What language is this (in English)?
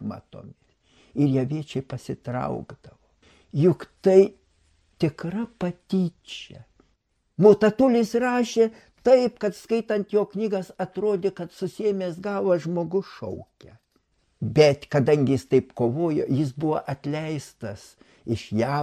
Lithuanian